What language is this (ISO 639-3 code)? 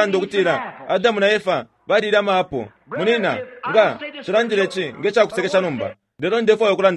bem